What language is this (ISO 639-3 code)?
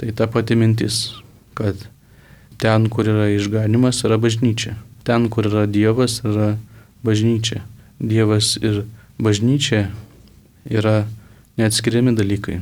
lit